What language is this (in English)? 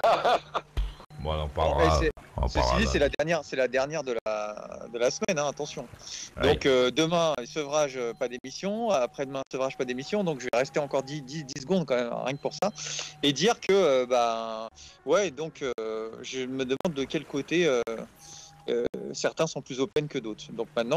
French